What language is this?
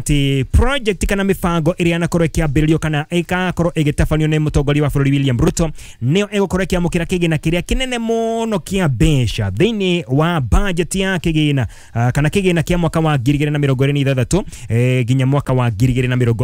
Kikuyu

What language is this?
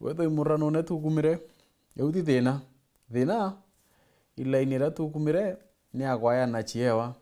Meru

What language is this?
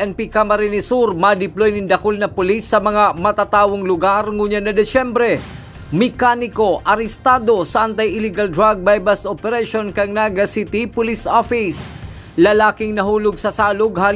Bikol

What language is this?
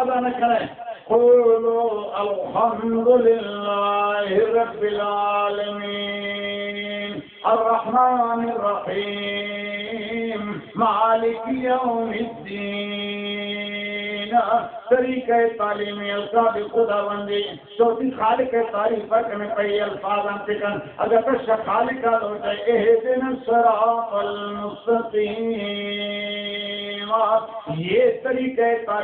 Baluchi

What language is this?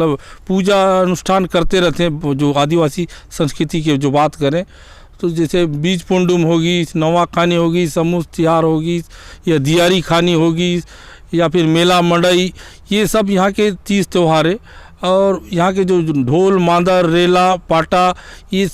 Chhattisgarhi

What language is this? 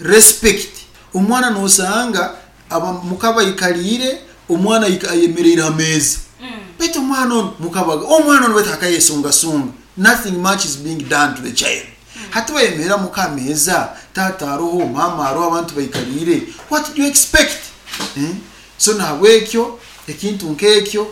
Nyoro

